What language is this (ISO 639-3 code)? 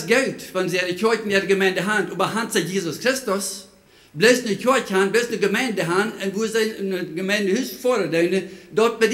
pdt